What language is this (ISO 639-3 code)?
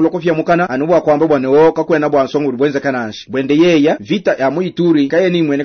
lua